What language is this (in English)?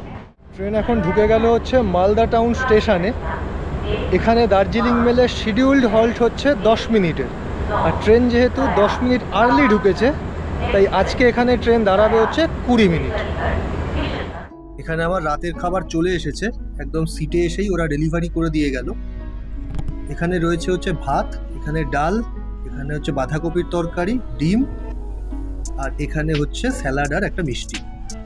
Bangla